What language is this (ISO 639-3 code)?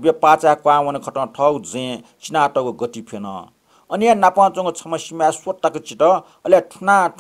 new